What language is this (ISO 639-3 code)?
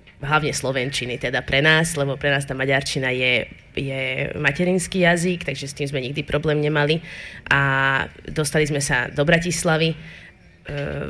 slk